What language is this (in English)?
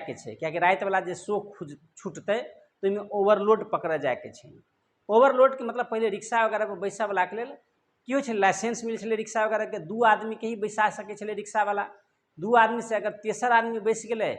Maithili